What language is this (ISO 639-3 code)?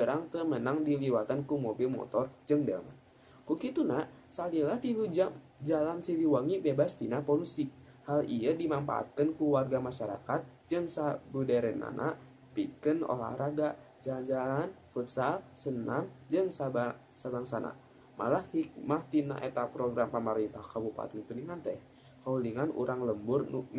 sun